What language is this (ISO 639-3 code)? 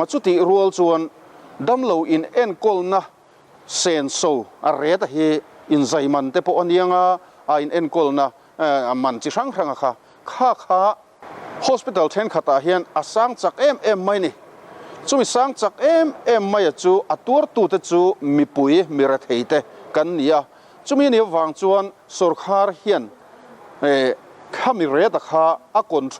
lus